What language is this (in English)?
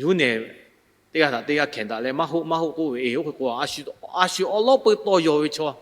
Lahu